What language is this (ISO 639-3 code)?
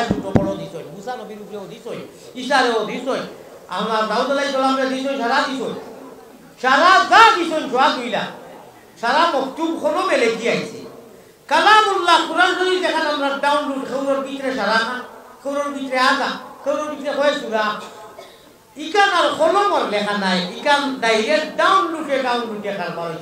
syl